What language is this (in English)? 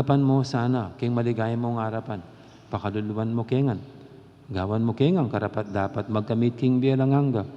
Pampanga